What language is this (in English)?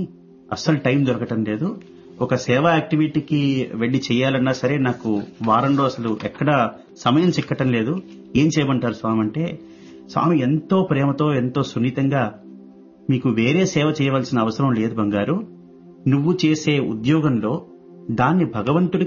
Telugu